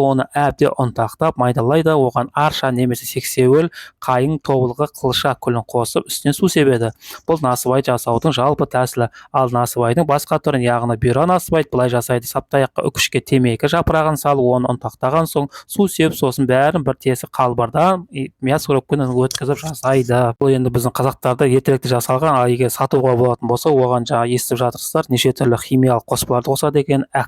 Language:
Kazakh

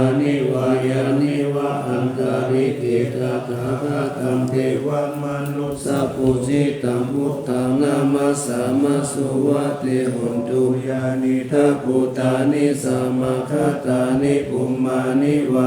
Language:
Pali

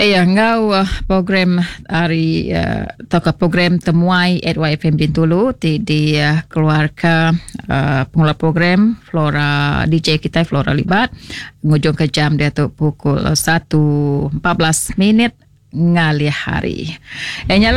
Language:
Iban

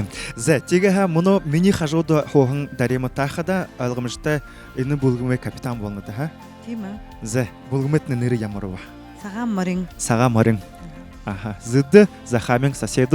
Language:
Buriat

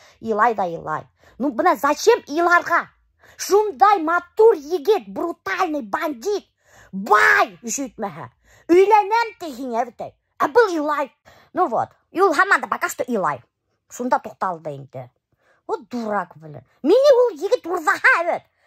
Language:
Bashkir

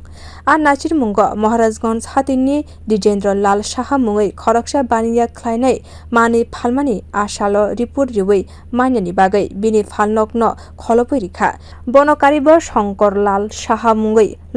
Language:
Kok Borok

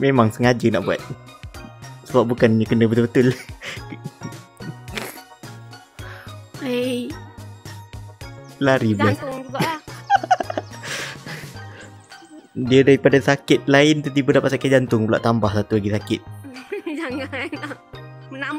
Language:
Malay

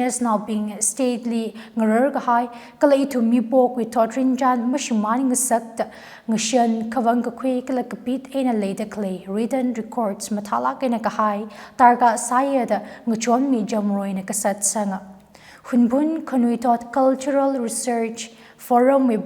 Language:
Tangkhul Naga (India)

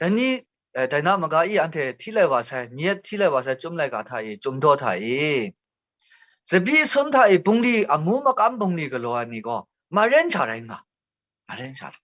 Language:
Kachin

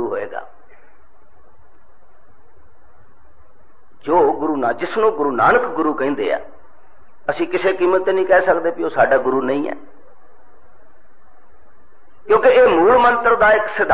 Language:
Punjabi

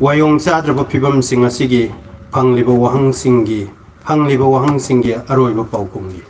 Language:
Manipuri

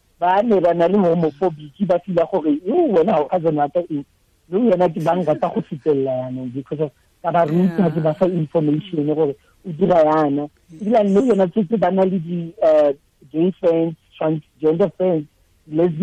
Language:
Tswana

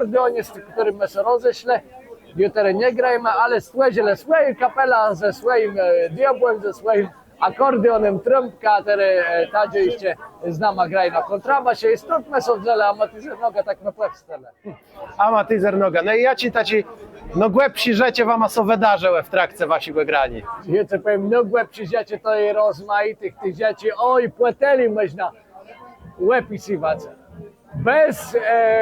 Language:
Kashubian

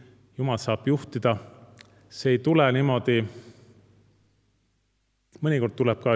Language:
Estonian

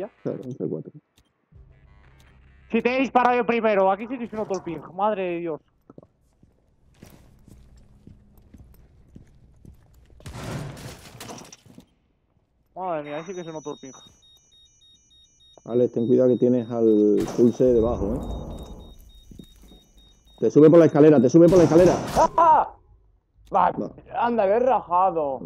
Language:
Spanish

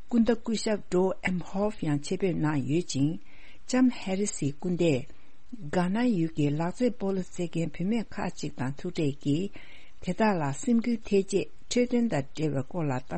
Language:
Tibetan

